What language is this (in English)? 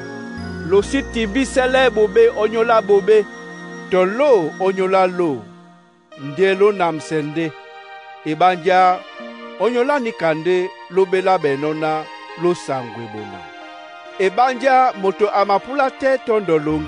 Duala